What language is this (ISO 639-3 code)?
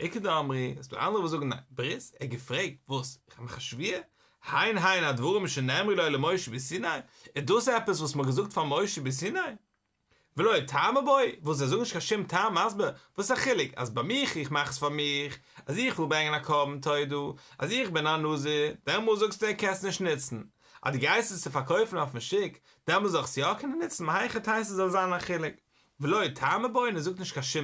yid